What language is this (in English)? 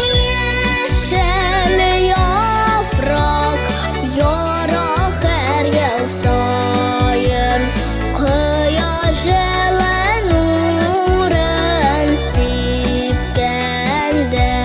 Tatar